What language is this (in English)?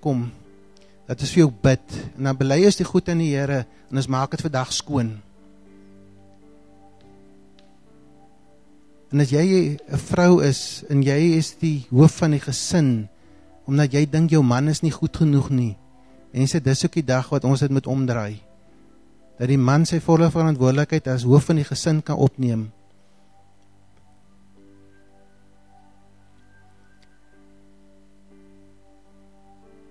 Afrikaans